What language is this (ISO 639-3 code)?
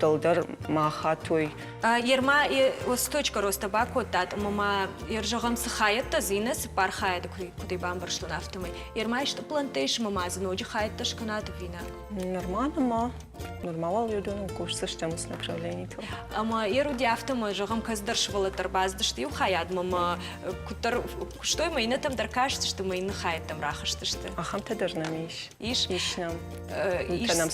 oss